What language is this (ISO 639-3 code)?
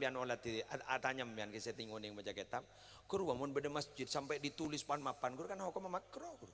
mad